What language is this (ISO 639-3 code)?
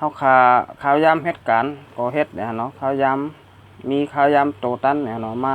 shn